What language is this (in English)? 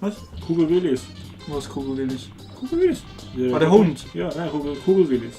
Swiss German